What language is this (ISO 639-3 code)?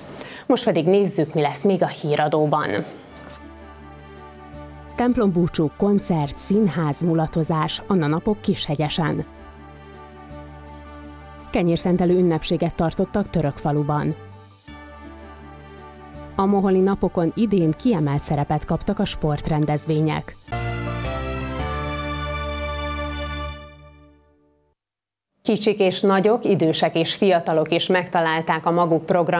hun